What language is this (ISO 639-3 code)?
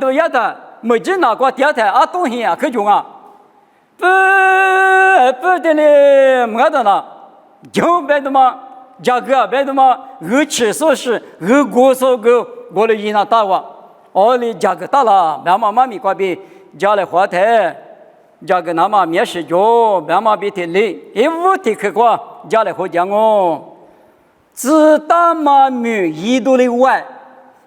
lis